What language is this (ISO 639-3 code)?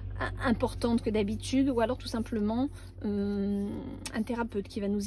fra